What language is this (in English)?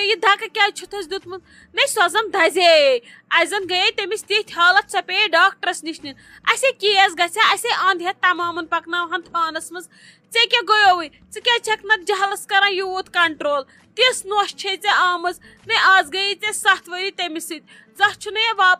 Kashmiri